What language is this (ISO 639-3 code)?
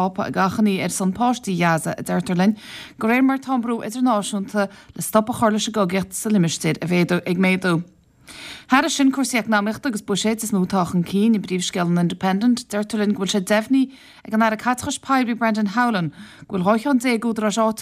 gle